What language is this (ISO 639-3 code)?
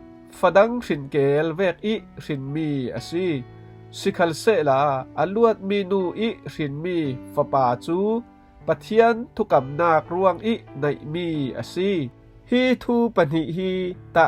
cfm